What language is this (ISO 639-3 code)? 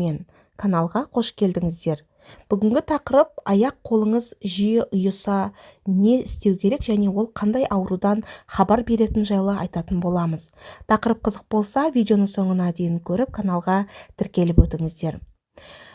kaz